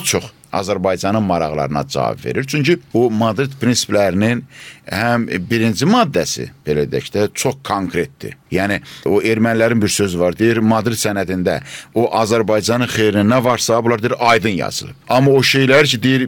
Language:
Azerbaijani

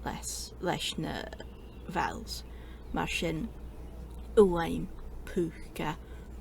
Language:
Scottish Gaelic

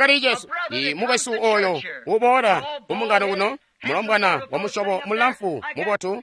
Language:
Tonga (Zambia)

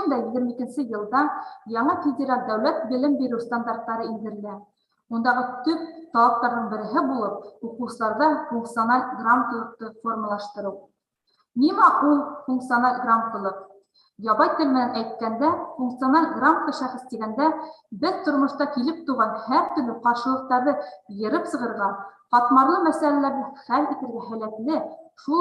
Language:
Bashkir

